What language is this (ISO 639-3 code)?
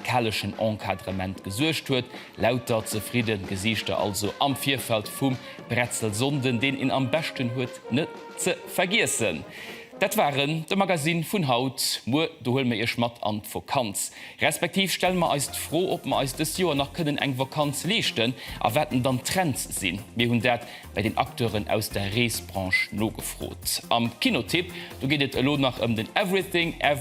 ltz